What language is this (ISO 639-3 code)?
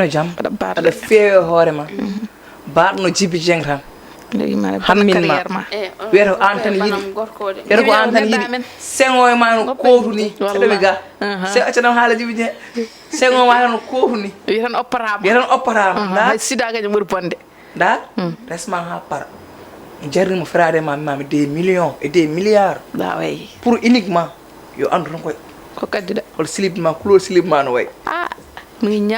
ful